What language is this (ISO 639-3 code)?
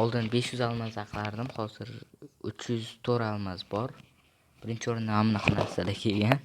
uzb